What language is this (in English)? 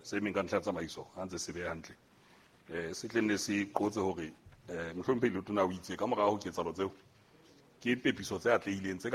Southern Sotho